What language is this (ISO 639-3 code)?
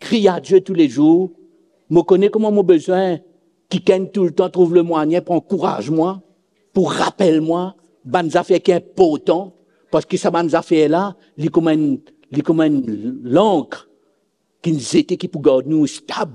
mfe